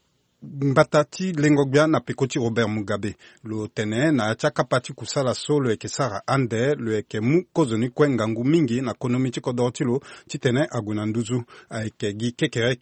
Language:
Sango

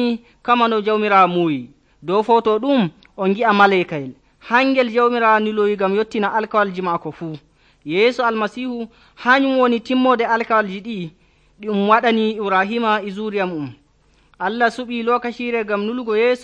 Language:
Nigerian Fulfulde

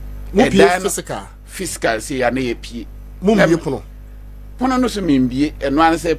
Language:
Akan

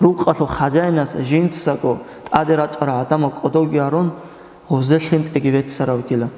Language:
Avaric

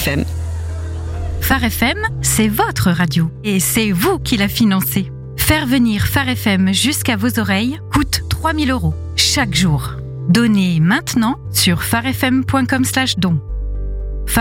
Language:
French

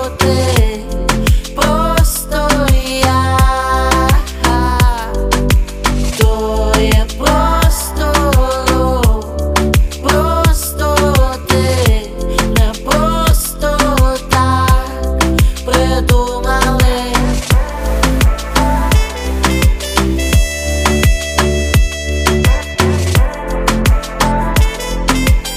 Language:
Ukrainian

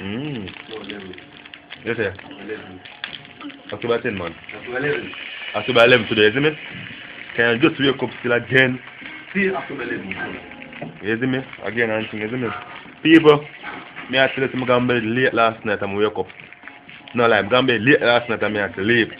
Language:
Jamaican Creole English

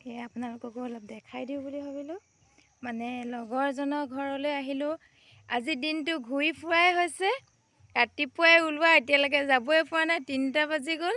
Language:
Assamese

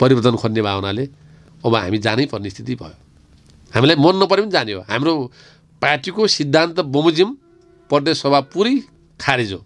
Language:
Nepali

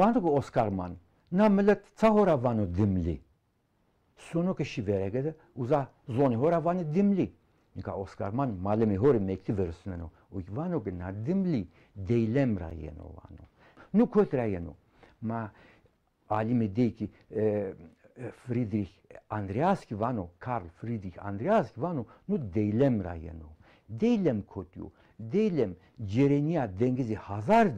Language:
Zaza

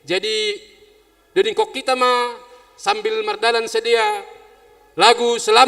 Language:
Batak Simalungun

